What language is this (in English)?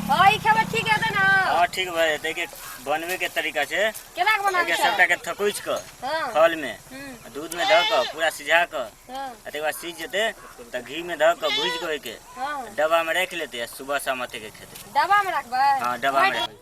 Maithili